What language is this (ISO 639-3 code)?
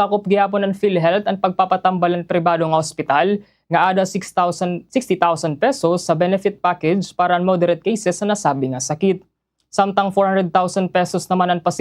war